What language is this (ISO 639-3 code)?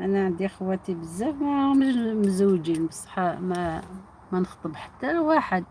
arq